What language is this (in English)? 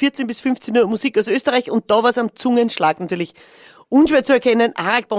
Bavarian